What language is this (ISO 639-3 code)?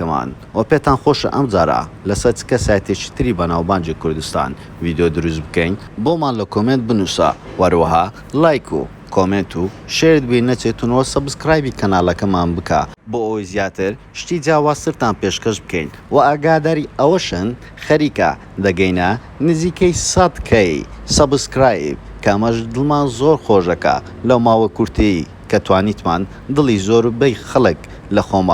ckb